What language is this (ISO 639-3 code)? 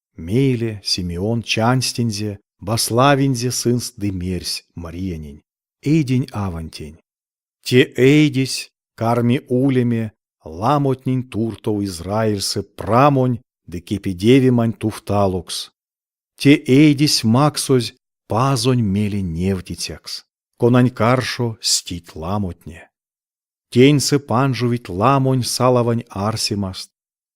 myv